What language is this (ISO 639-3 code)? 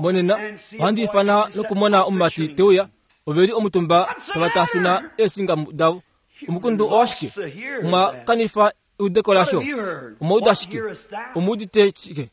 kua